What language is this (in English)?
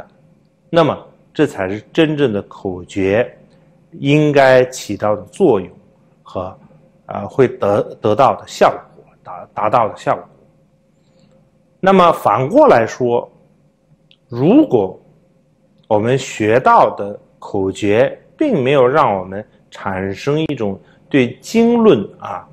Chinese